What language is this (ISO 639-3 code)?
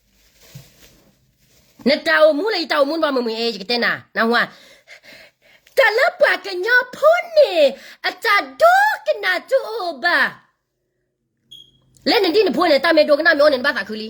ksw